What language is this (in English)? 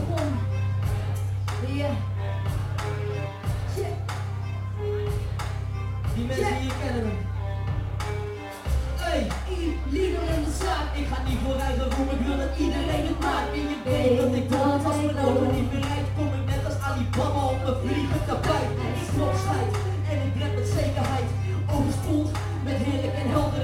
Dutch